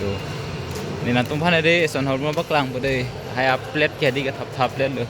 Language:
Karbi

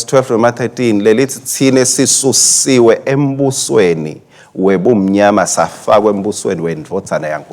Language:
Swati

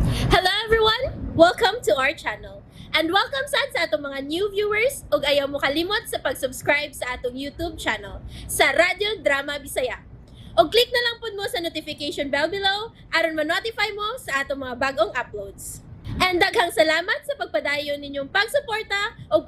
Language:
Cebuano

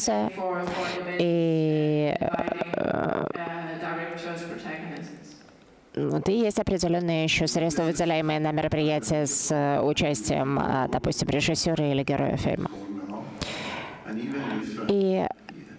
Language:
Russian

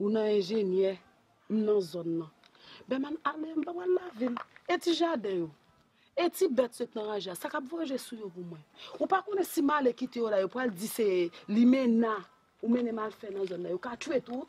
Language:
Haitian Creole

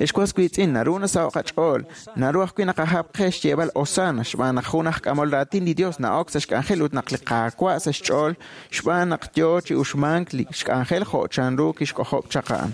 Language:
Kekchí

